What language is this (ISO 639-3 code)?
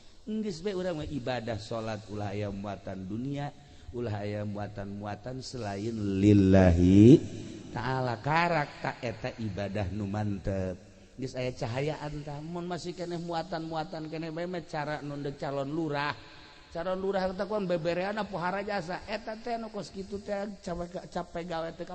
sun